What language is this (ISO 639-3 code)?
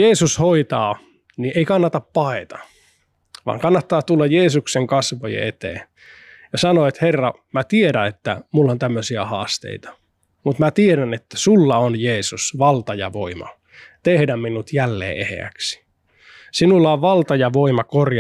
fin